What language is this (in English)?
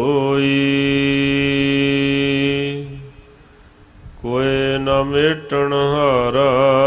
Punjabi